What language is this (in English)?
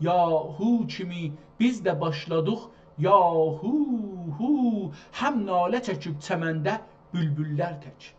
South Azerbaijani